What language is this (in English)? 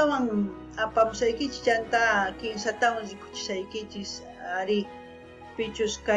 South Bolivian Quechua